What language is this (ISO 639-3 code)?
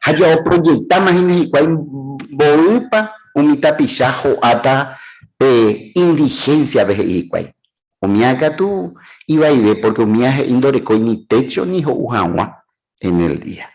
grn